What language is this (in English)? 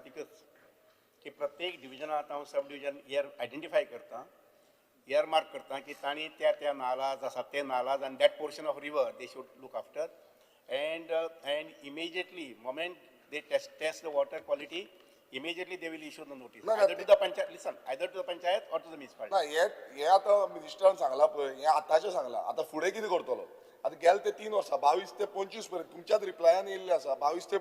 Konkani